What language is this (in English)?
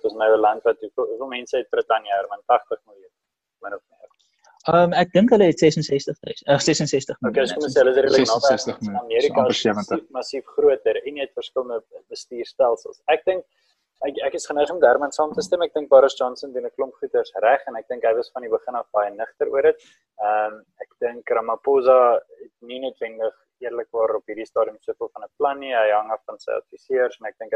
Afrikaans